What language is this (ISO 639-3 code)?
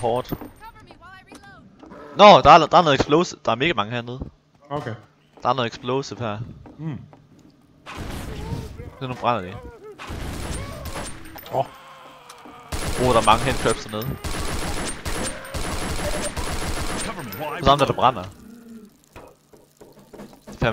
dan